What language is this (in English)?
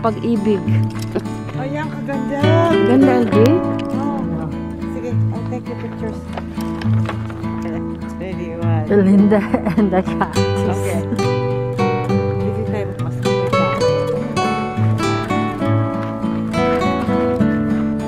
Filipino